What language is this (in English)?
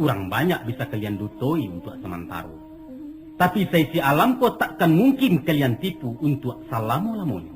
Minangkabau